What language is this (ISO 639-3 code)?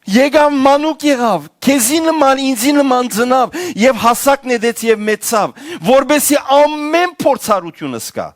hyw